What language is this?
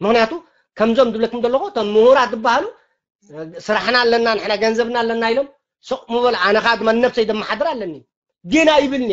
Tigrinya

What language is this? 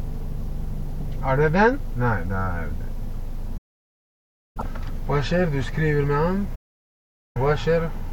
Norwegian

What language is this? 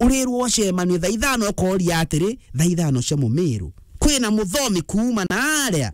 Meru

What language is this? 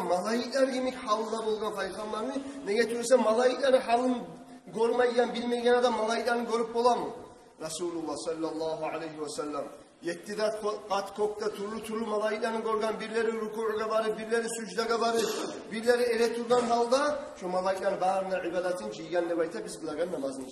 Kumyk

